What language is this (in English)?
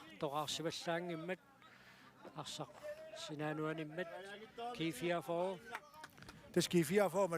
Kalaallisut